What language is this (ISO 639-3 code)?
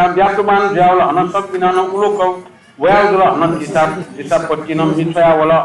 new